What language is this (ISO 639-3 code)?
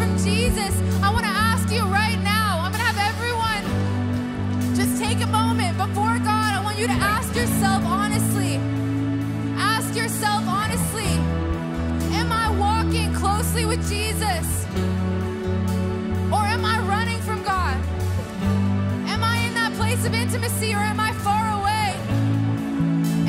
eng